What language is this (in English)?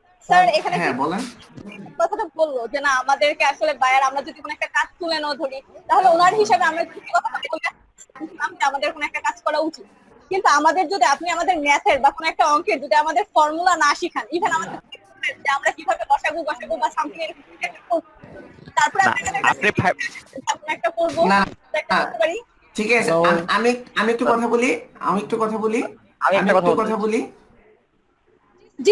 Bangla